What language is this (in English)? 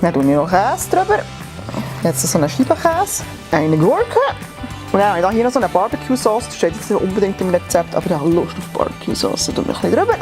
Swiss German